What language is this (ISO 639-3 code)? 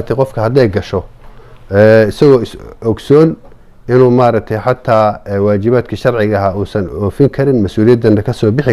som